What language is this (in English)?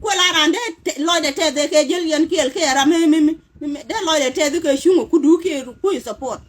Nuer